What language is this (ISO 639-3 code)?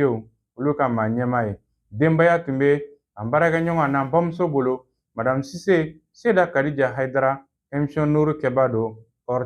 bam